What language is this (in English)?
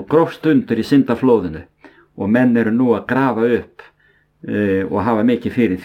Icelandic